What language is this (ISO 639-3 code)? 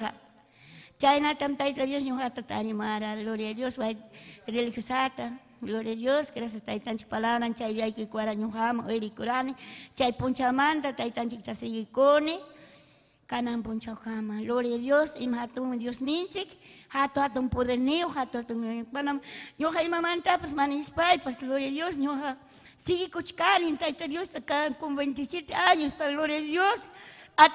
quy